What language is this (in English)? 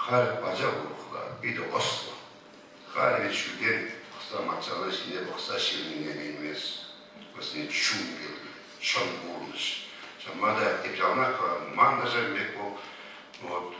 Chuvash